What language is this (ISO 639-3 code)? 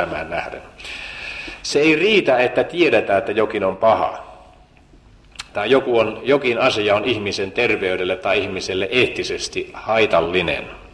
fin